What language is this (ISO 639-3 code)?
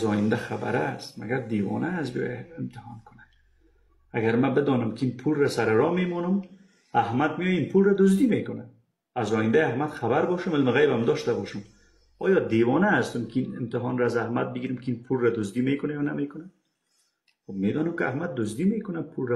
fas